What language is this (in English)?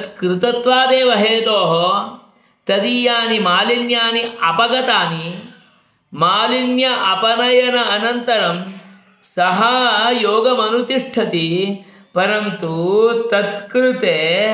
Sanskrit